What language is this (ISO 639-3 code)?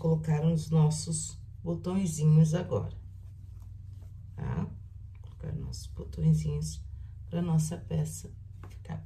por